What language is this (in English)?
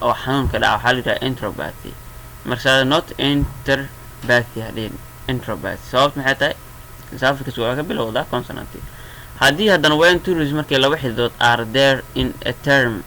Somali